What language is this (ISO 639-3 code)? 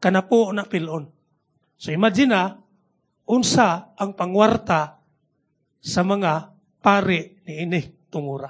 ceb